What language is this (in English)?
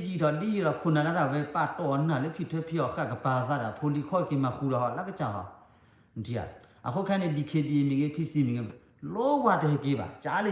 S'gaw Karen